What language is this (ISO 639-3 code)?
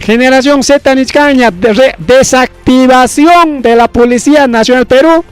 quy